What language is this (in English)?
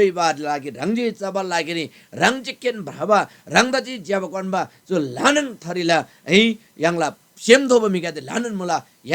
Eastern Tamang